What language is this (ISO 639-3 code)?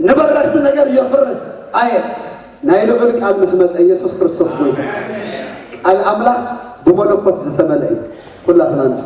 tir